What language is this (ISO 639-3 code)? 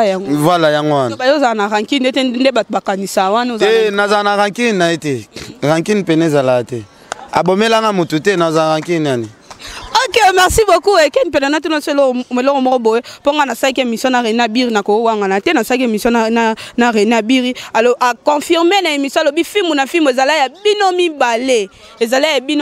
lin